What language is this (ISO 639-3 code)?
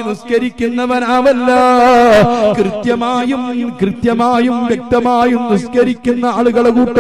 mal